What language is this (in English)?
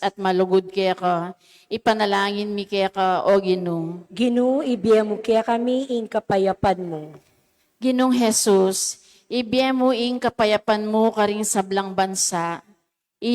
Pampanga